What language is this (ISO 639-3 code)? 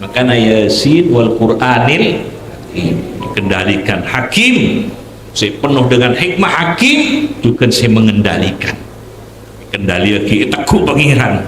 mad